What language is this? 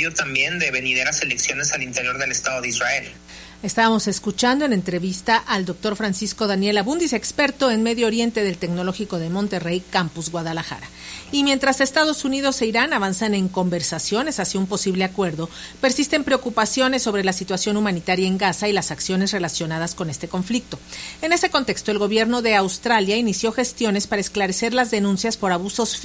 Spanish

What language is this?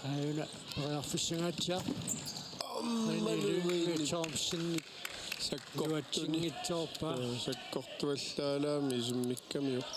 Kalaallisut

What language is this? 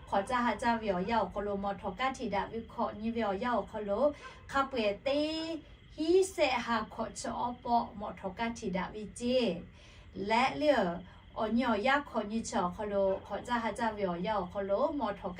Lahu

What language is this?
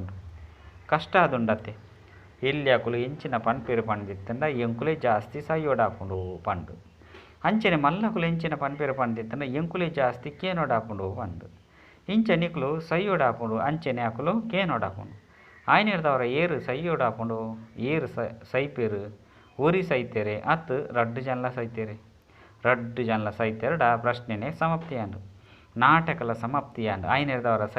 Tulu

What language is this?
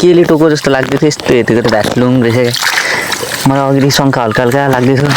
Nepali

